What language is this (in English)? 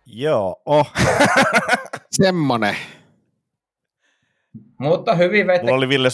Finnish